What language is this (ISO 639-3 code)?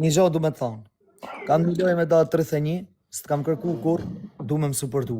sqi